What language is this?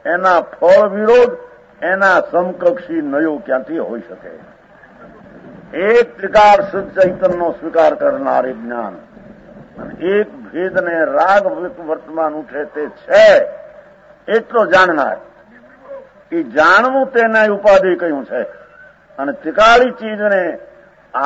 Gujarati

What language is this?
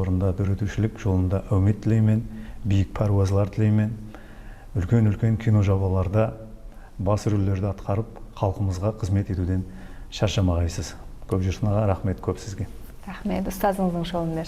Kara-Kalpak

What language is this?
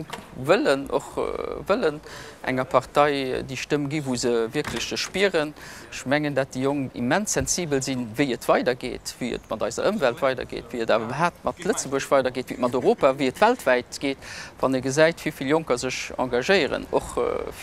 Luxembourgish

